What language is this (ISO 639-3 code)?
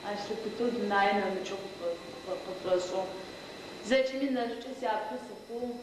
ady